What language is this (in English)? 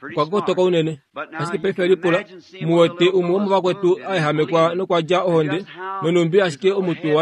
Kuanyama